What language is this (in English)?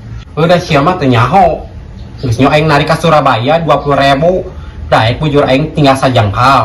Sundanese